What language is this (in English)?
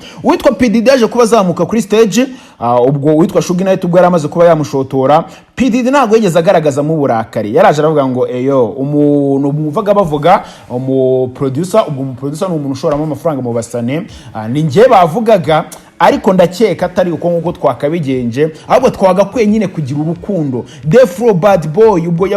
Kinyarwanda